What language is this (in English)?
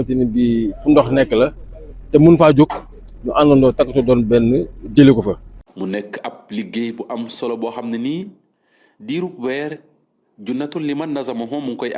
Wolof